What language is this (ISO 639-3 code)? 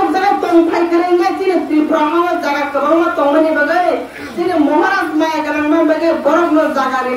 trp